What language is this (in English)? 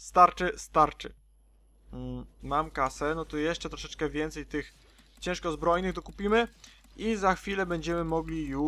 Polish